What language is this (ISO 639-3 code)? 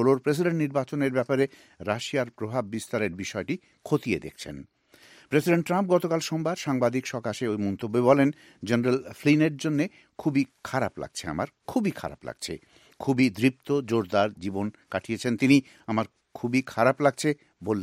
ben